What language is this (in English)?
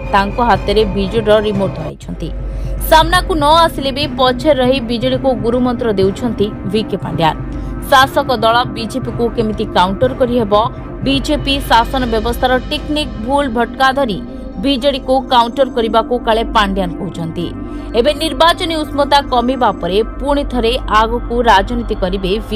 Odia